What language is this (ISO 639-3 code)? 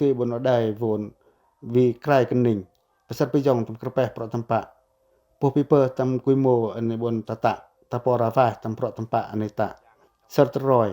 pac